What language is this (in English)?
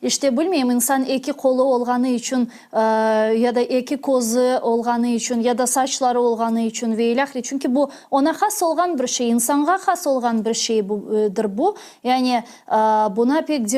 Crimean Tatar